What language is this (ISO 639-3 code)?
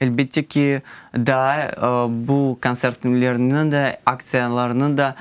crh